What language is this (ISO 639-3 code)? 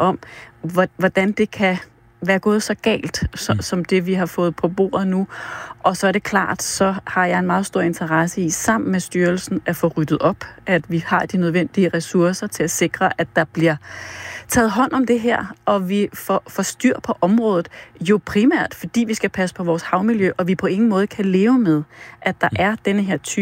dan